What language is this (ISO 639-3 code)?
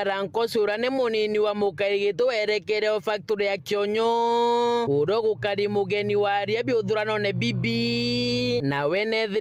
mer